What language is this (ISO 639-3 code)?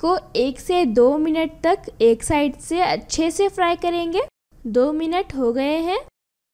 hin